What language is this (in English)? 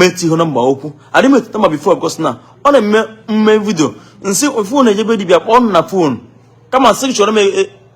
Igbo